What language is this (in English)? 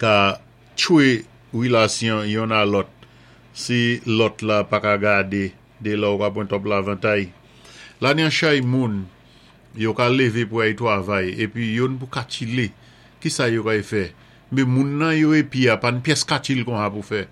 Saint Lucian Creole French